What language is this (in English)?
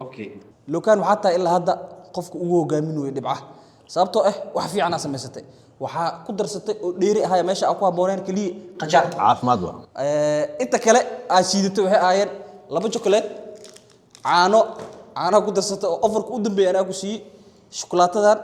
Somali